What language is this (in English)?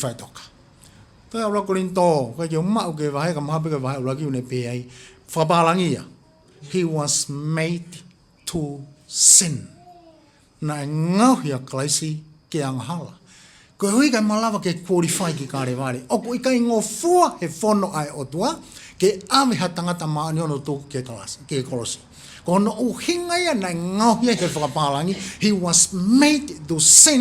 Tongan